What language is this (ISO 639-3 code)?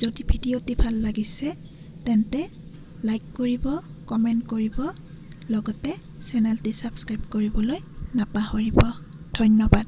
asm